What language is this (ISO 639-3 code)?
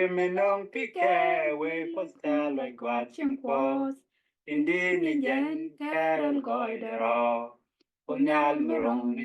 nus